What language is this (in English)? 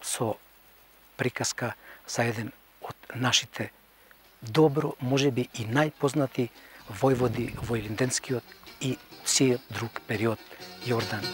Macedonian